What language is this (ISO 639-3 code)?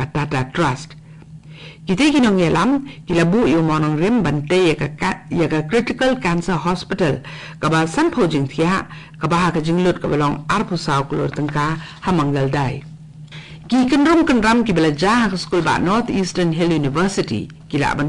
kha